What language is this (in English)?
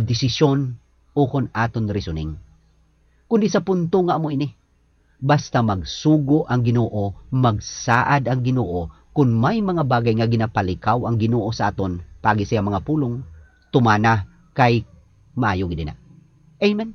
Hiligaynon